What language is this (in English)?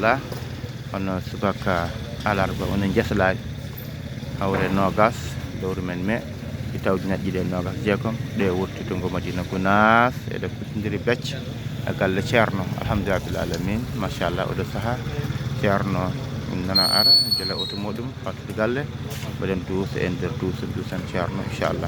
Fula